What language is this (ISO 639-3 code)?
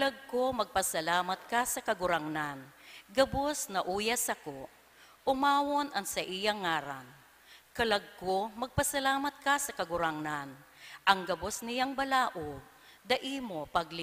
bik